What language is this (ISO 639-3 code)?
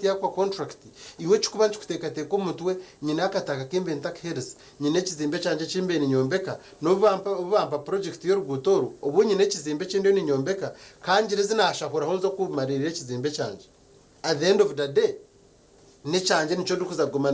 nyn